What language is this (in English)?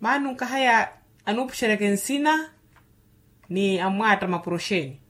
Makhuwa